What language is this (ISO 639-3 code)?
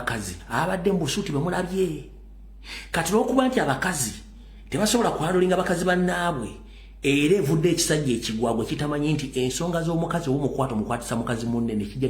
lug